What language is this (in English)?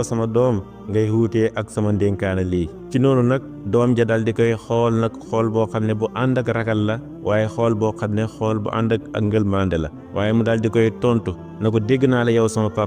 Wolof